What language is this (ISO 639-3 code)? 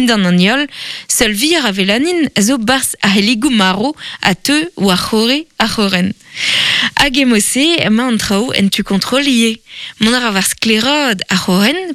bre